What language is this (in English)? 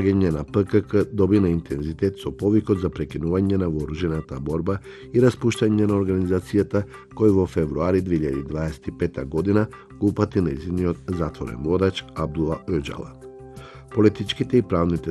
Macedonian